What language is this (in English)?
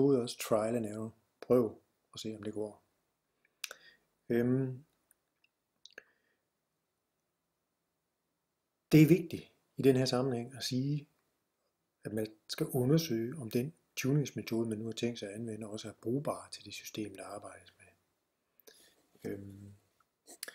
Danish